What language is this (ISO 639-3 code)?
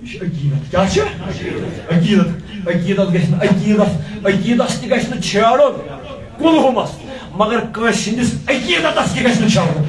kas